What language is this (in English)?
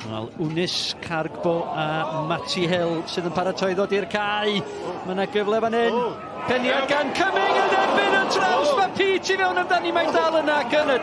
Welsh